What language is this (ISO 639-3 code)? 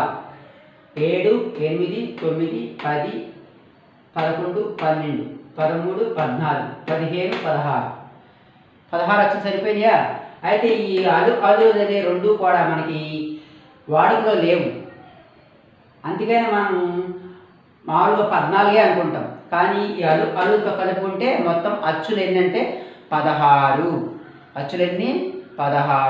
tel